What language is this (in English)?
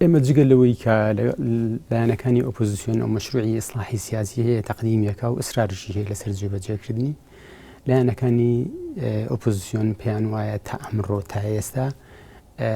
Central Kurdish